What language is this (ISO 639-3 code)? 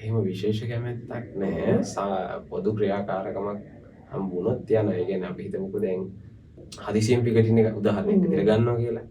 sin